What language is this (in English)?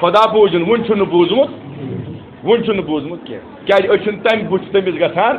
Kashmiri